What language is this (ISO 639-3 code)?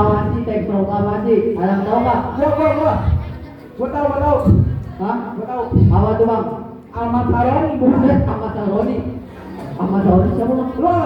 bew